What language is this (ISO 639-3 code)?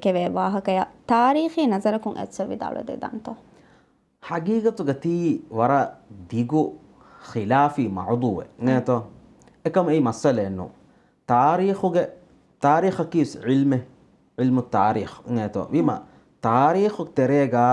div